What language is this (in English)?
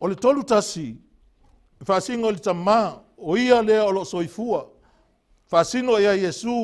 Samoan